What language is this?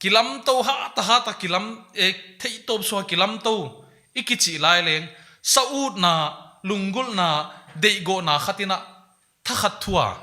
Paite Chin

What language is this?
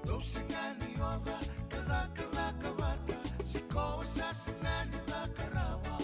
Fijian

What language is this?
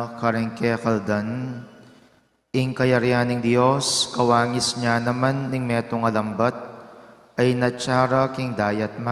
Pampanga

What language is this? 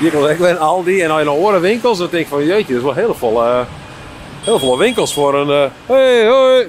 Western Frisian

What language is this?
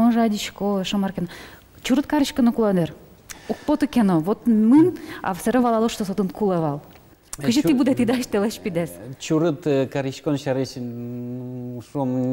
Udmurt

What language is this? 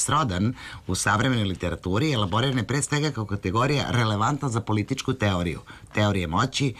Serbian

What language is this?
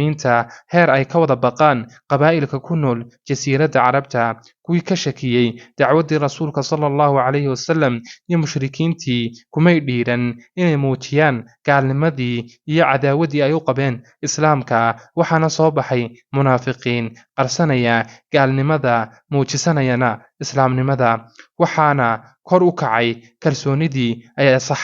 Somali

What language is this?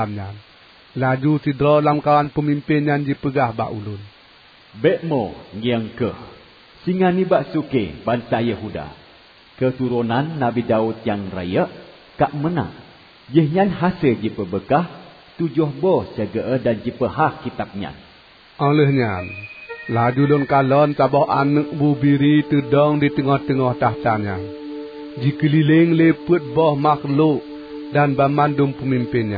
Achinese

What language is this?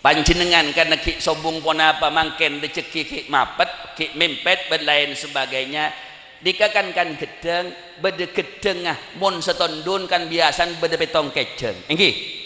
Madurese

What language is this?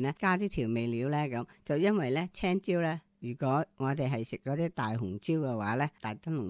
Cantonese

